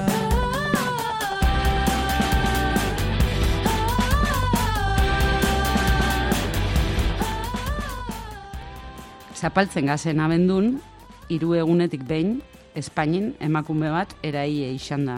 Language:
Basque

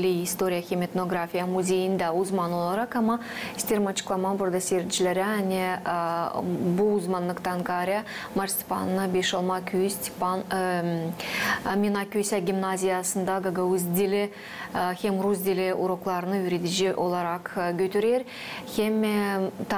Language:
Gagauz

